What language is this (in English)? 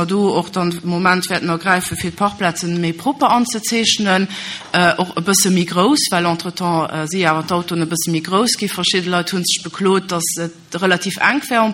Luxembourgish